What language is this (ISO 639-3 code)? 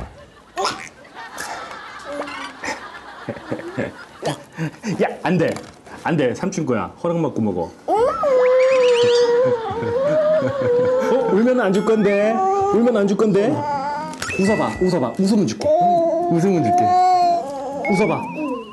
kor